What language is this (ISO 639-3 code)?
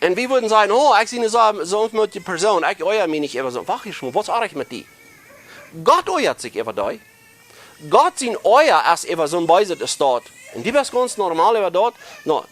pdt